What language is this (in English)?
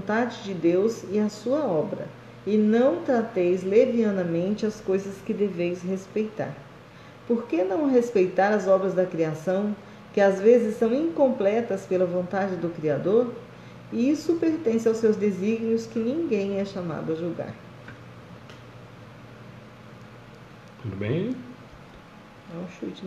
Portuguese